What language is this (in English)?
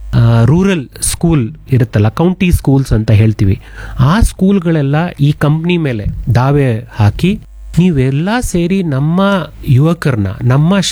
Kannada